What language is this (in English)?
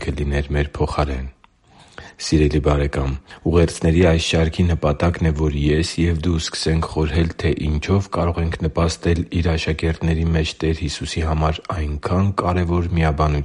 Armenian